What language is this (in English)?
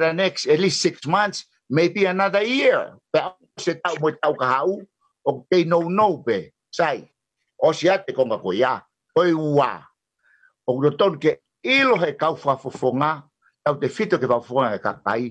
Tongan